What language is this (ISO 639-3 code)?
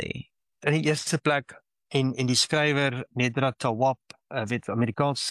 afr